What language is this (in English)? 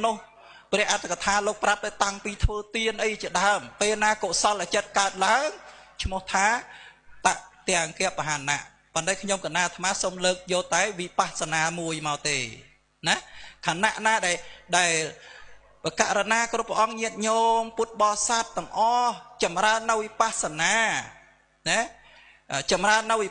Khmer